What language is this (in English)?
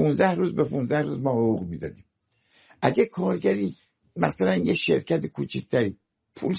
Persian